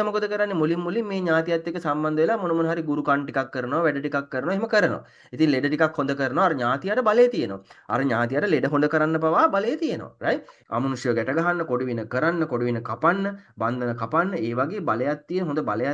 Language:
Sinhala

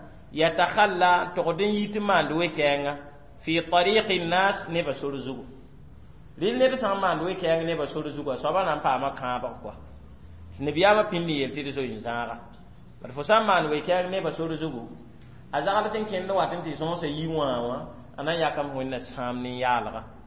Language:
Mossi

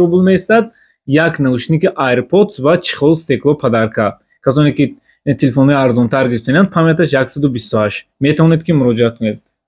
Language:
Tajik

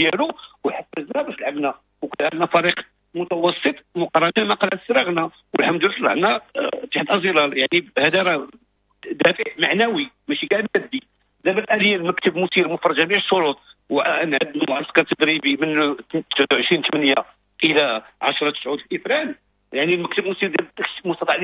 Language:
Moroccan Arabic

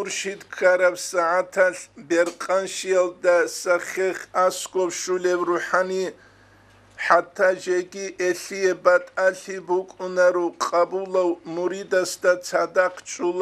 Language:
Avaric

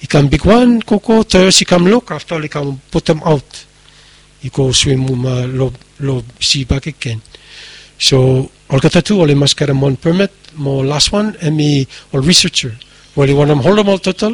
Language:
Bislama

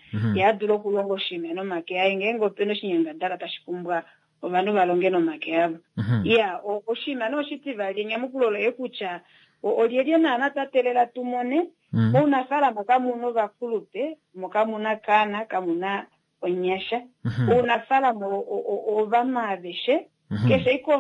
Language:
Kuanyama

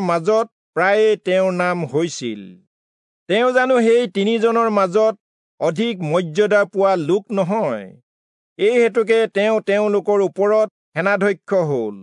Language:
Assamese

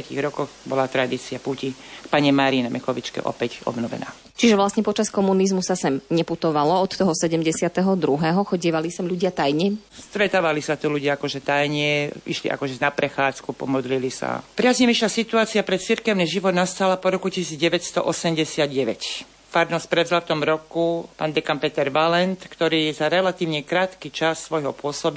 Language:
Slovak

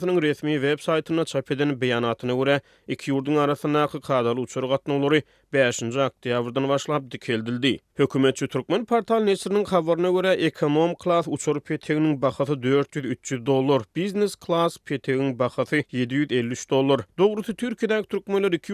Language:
Turkmen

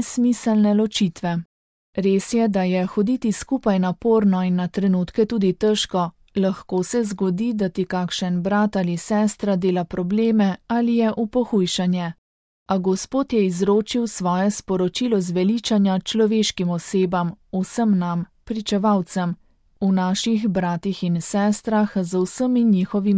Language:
Slovenian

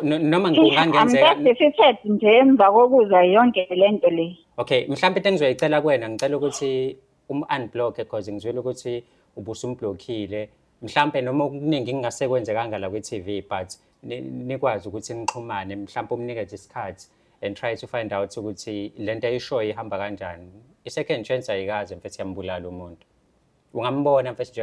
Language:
Zulu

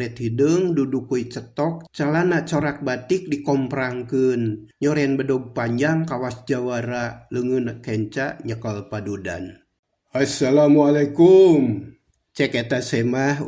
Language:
Sundanese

